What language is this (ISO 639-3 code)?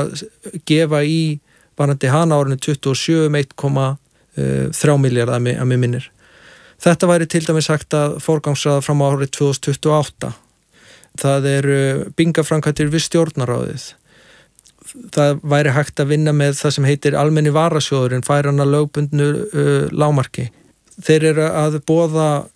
isl